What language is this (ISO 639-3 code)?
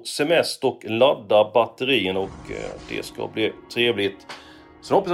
swe